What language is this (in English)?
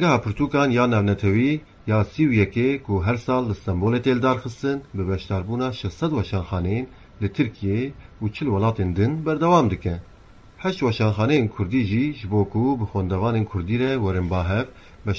Kurdish